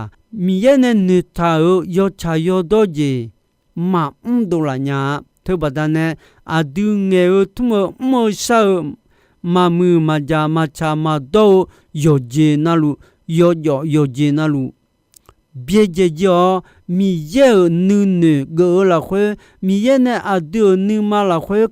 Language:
Akha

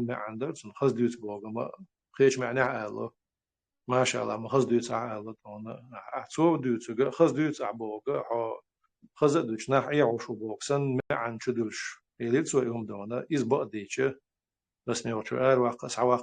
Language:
Chechen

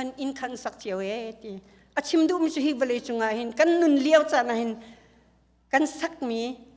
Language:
Hakha Chin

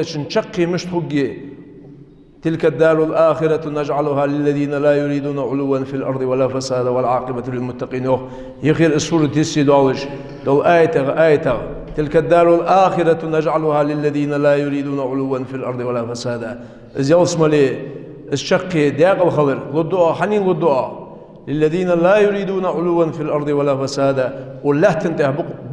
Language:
Ingush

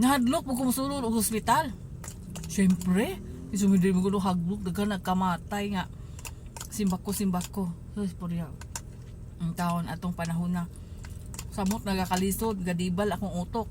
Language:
Cebuano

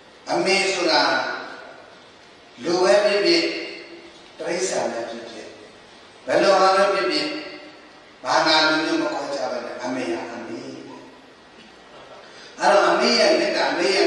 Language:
Burmese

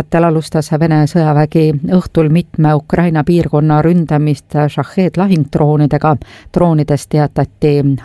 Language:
Estonian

